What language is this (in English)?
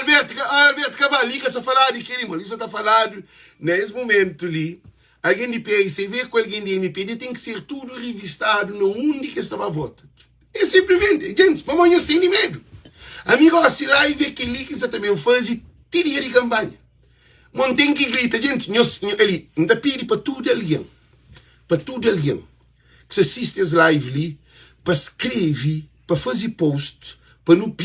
Kabuverdianu